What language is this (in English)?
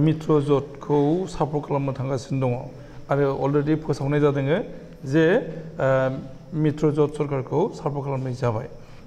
Bodo